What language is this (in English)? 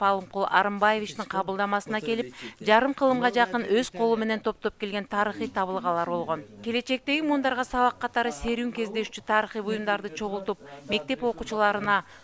Kyrgyz